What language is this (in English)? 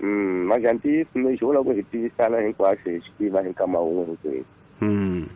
Tsonga